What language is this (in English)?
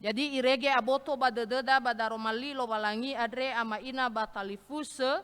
Nias